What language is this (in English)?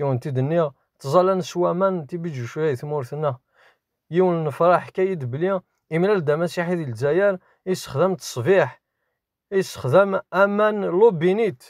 Kabyle